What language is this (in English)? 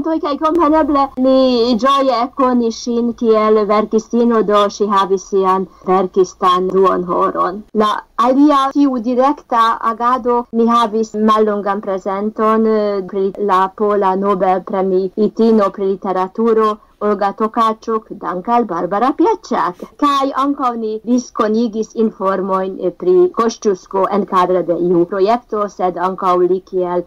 Esperanto